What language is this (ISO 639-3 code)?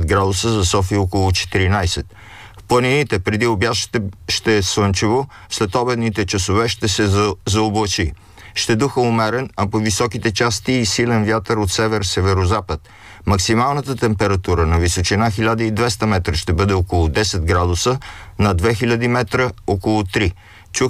bul